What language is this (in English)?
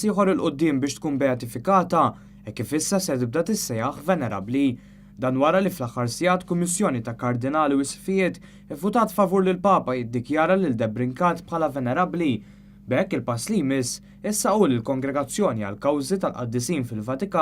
Maltese